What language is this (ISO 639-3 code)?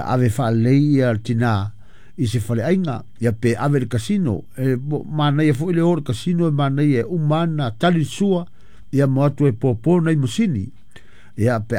smo